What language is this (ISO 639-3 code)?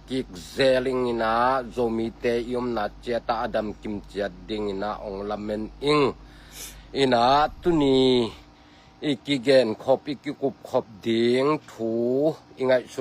ctd